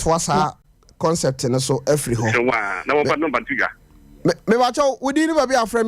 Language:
Akan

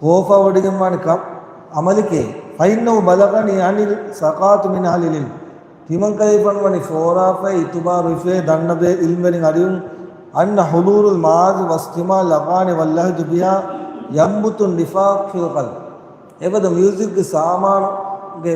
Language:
Divehi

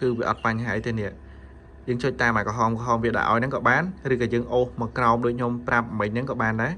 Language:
Khmer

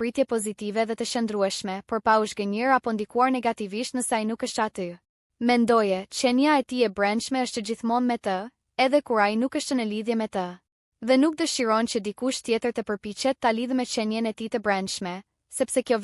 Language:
Albanian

